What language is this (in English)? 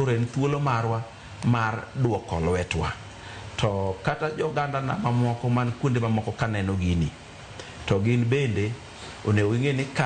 Luo (Kenya and Tanzania)